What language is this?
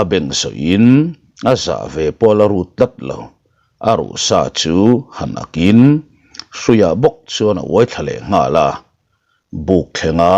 Mizo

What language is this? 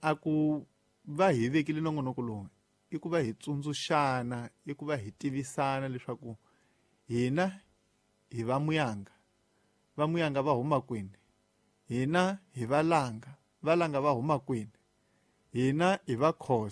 Tsonga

